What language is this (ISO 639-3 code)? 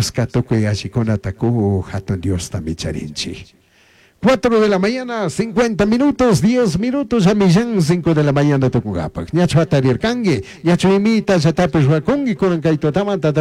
qug